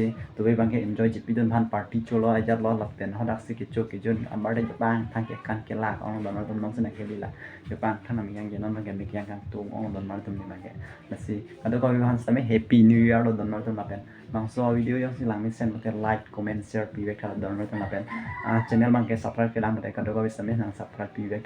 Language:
Karbi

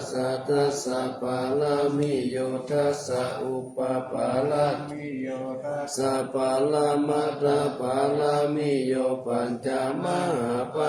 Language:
Pali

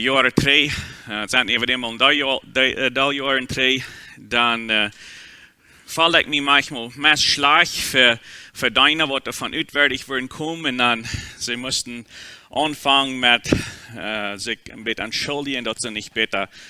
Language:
Plautdietsch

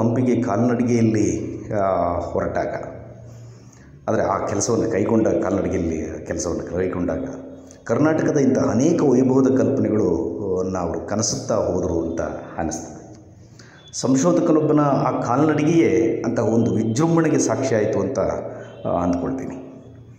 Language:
Kannada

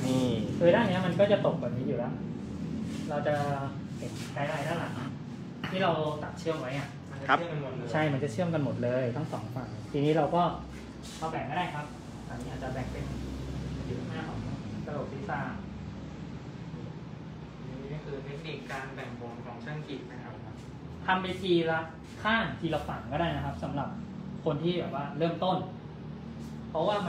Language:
Thai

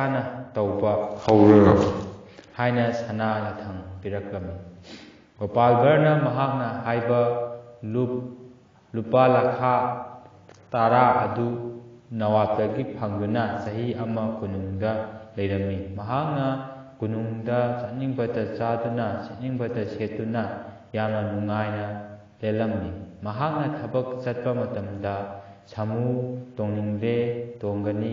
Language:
Manipuri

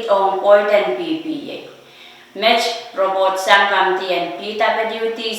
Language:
Pohnpeian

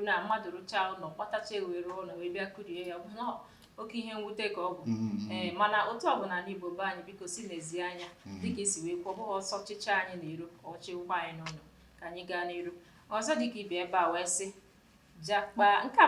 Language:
Igbo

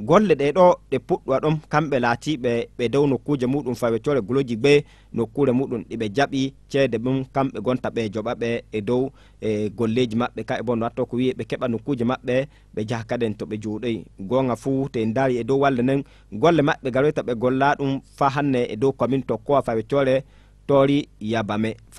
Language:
Fula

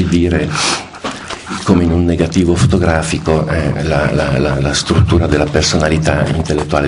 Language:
Italian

